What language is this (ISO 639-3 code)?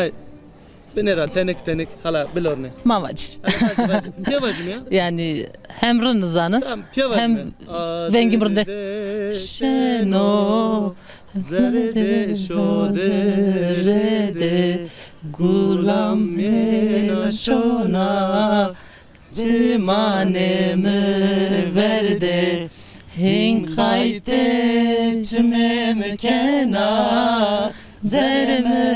zza